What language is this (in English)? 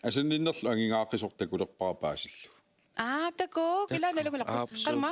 Kalaallisut